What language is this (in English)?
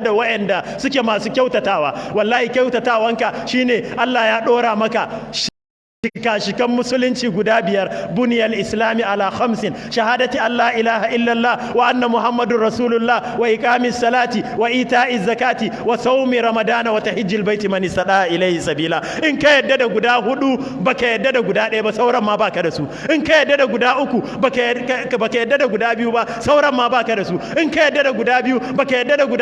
Hausa